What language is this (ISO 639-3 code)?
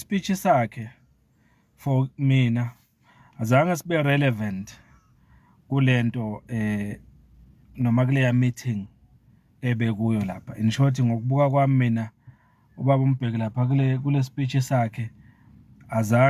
zul